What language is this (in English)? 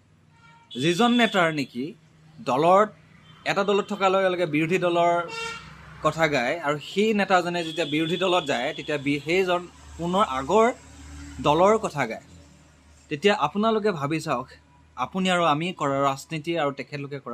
Assamese